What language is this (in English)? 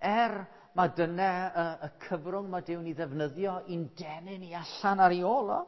Welsh